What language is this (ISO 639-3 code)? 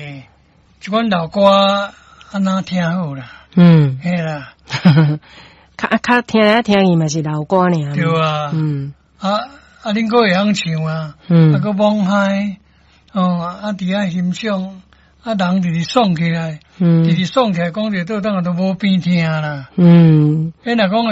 nan